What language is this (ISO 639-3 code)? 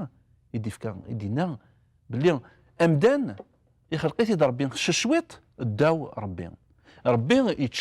kab